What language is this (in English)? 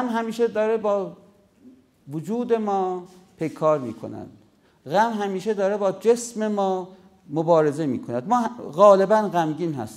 Persian